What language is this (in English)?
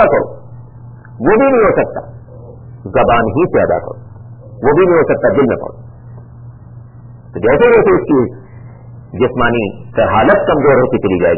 Urdu